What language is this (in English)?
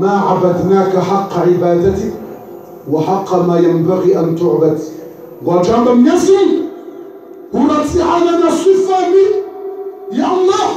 Ngazidja Comorian